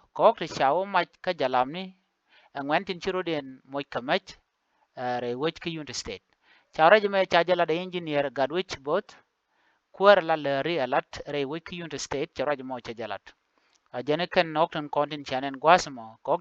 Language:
Nuer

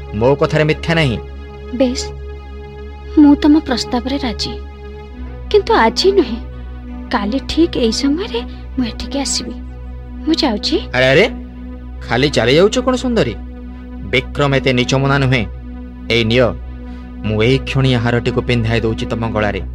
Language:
Odia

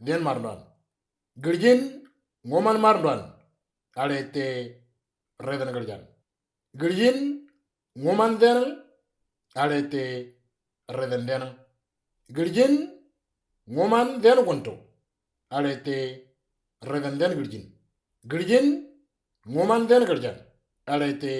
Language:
Moro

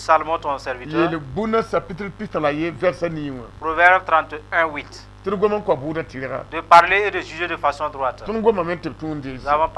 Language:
Mossi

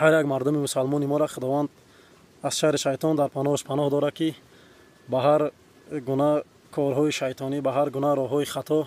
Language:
Tajik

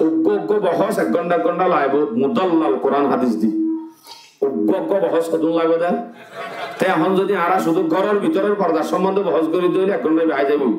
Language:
Rohingya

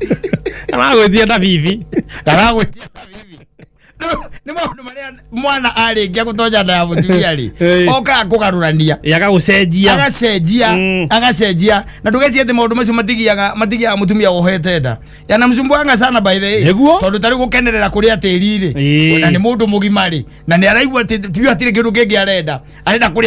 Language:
Kikuyu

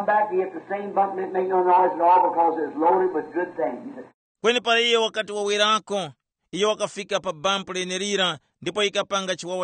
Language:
Tumbuka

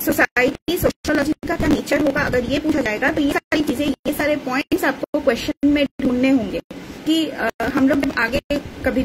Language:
Hindi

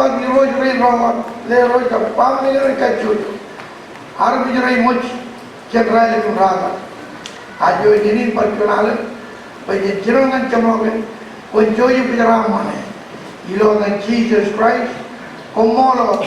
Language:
Marshallese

